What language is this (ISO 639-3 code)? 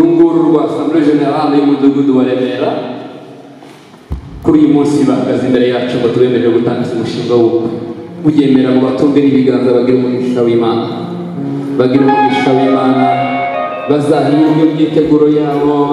kin